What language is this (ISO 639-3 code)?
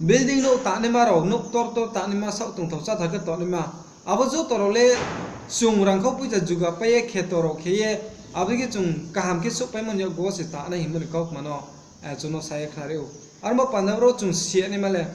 ria